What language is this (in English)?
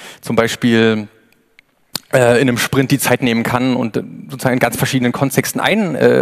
German